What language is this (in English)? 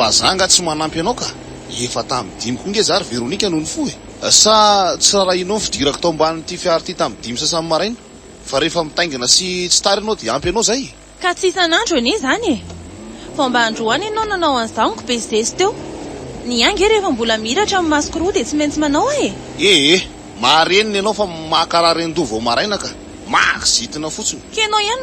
Malagasy